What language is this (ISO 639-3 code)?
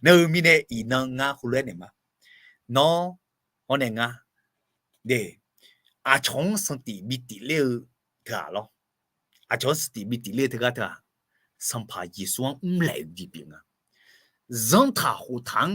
ahk